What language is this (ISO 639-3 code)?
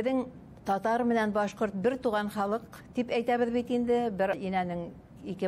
bak